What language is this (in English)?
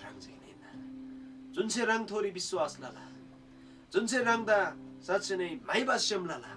Eastern Tamang